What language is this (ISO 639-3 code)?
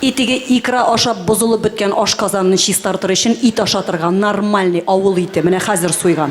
tat